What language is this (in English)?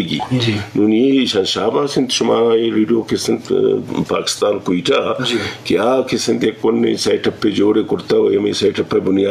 Eastern Balochi